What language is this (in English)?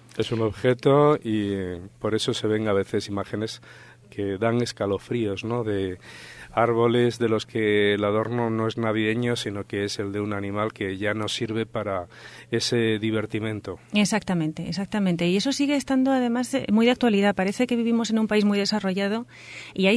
Spanish